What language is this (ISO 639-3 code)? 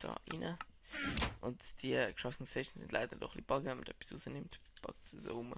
gsw